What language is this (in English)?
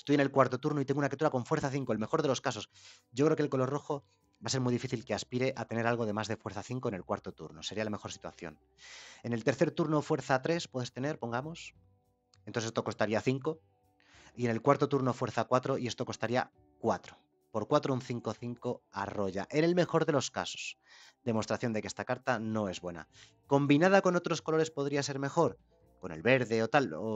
Spanish